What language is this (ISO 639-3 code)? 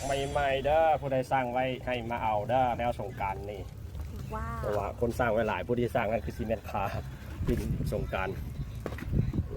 lao